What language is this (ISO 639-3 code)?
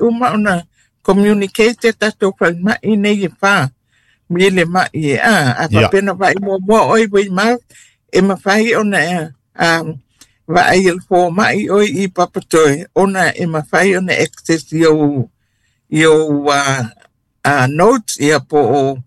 smo